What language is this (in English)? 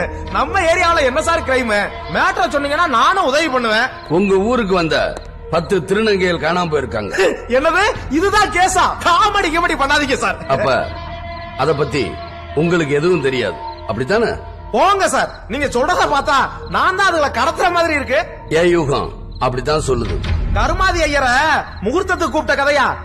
Tamil